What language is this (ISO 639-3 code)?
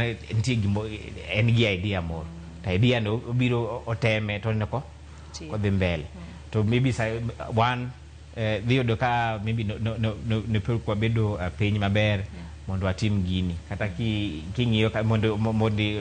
luo